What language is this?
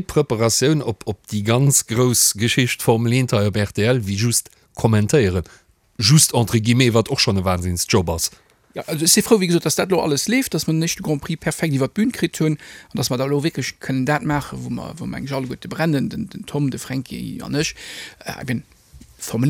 Luxembourgish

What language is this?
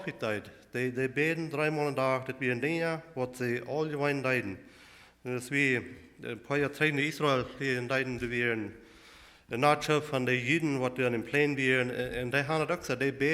Plautdietsch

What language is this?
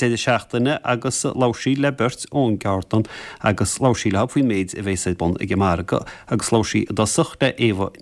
Irish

